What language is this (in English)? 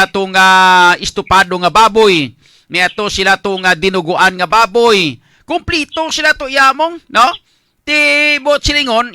Hiligaynon